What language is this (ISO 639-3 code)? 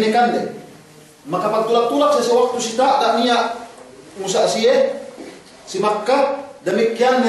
yka